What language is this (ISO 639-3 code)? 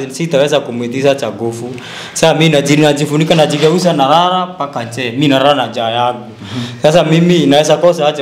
swa